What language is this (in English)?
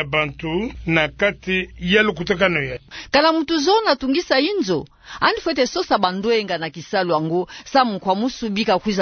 Kituba (Democratic Republic of Congo)